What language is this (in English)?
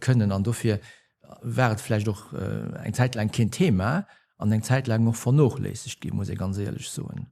Luxembourgish